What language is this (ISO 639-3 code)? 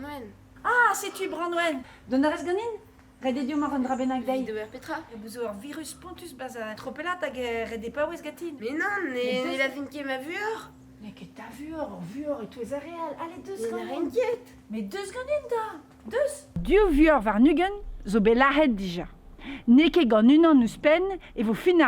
bre